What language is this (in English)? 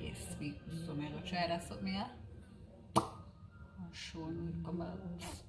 Jamaican Creole English